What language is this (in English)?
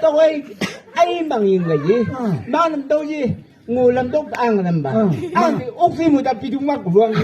Chang Naga